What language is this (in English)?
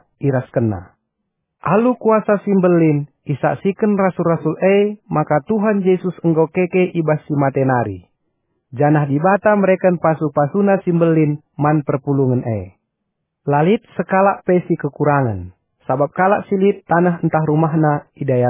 Batak Karo